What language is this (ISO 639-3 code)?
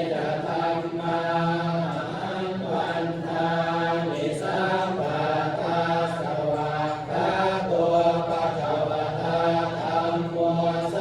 pli